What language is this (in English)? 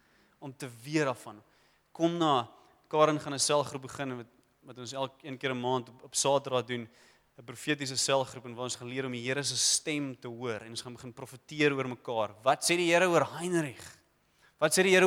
Afrikaans